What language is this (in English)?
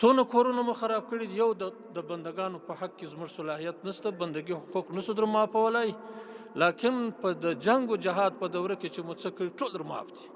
Pashto